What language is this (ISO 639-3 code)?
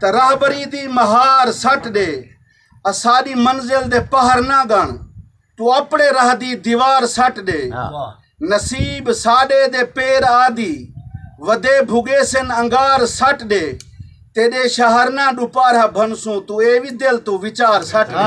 skr